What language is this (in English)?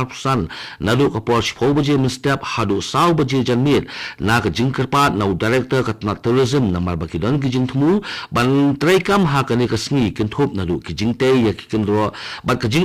Khasi